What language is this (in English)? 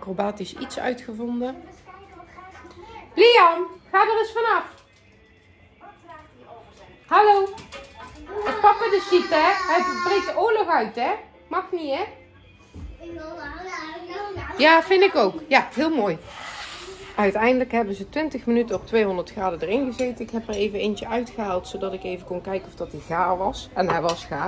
Dutch